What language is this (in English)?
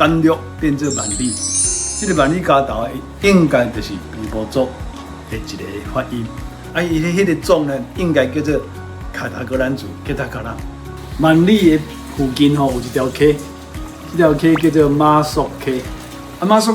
Min Nan Chinese